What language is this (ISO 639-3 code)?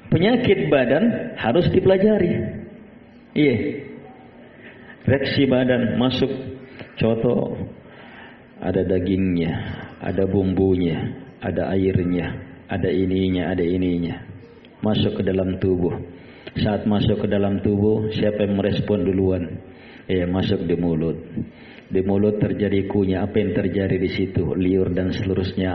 ind